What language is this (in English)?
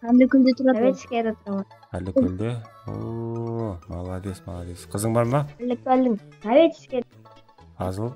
Kara-Kalpak